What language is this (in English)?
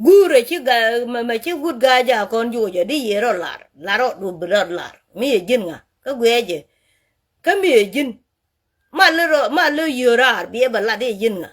Nuer